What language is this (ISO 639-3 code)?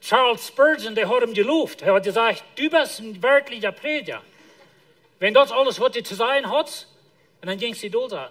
pdt